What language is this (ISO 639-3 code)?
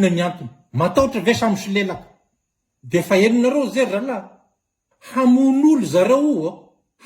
mlg